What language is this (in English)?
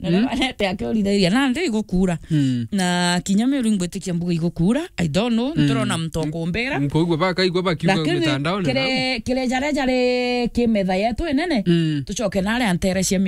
Meru